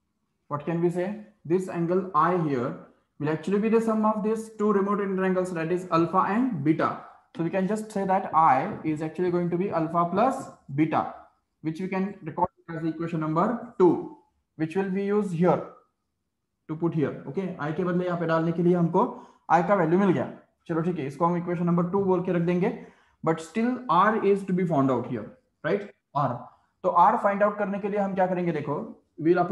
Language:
English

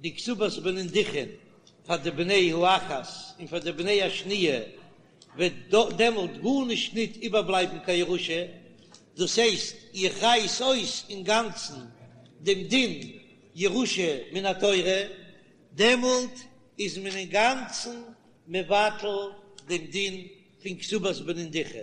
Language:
Yiddish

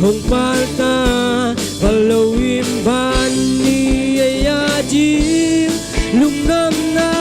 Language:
Tedim Chin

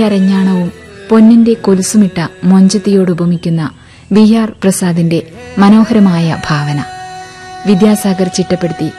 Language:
Malayalam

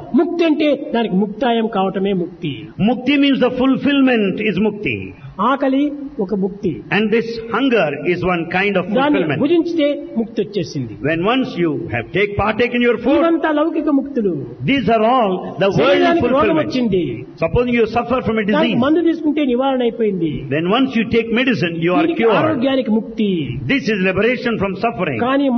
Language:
Telugu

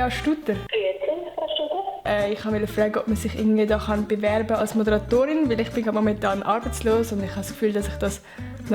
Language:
Swiss German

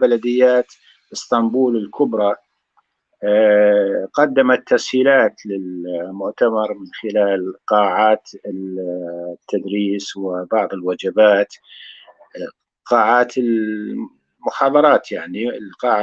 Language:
North Levantine Arabic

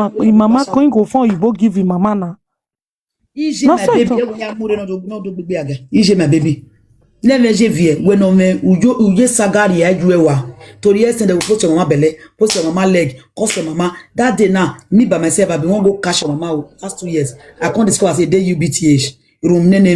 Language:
Nigerian Pidgin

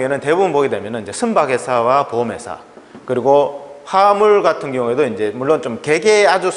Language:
Korean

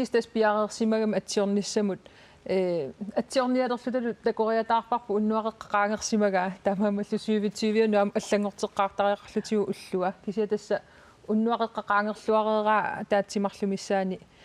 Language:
Kalaallisut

